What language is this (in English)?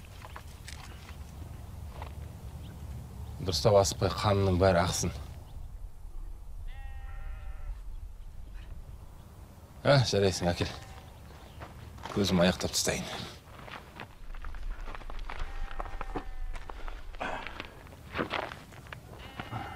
Kazakh